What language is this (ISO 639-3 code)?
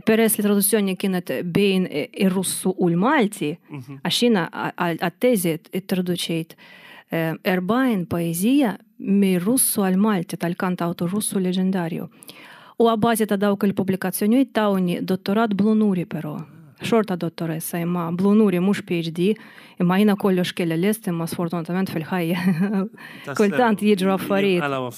mlt